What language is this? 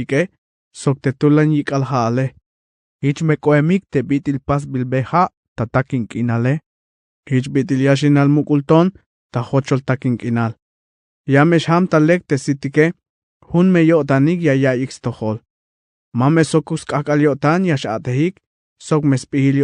Tzeltal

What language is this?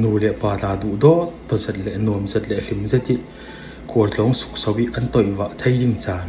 Falam Chin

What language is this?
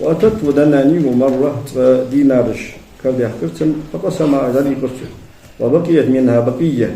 Ingush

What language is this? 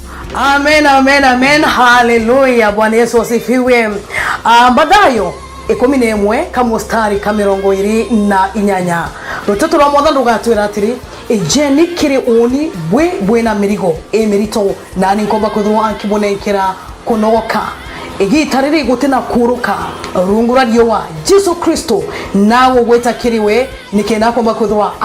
Meru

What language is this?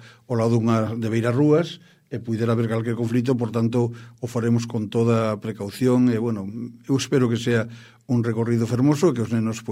Galician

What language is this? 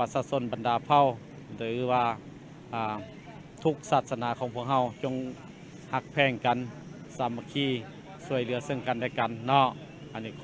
Lao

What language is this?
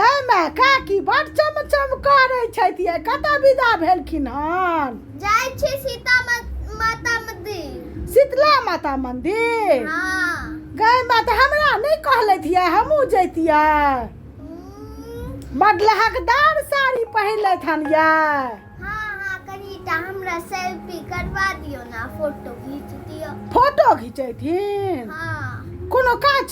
Maithili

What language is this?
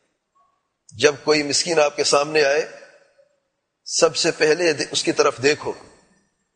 Urdu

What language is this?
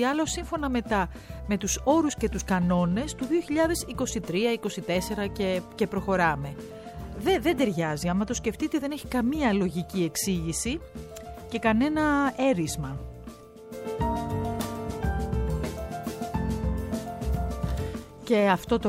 Greek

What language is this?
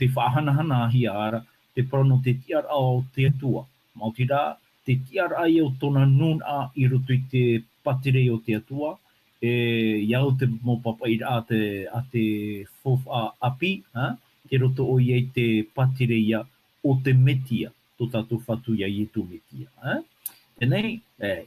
Tahitian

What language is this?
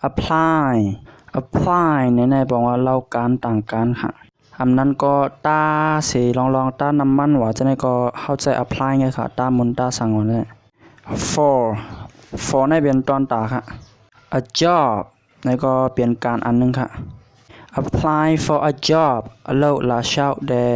Shan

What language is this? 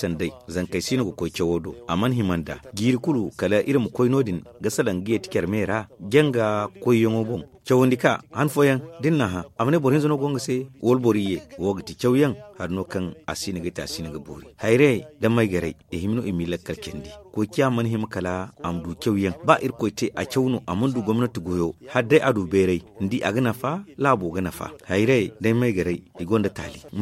Zarma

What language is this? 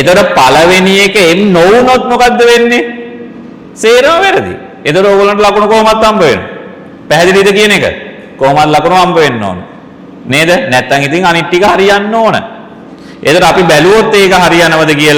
Sinhala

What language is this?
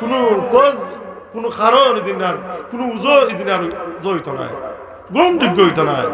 Sylheti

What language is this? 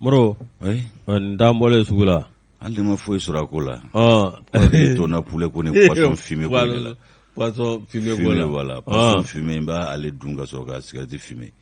Bambara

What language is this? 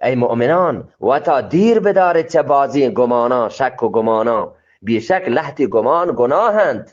Eastern Balochi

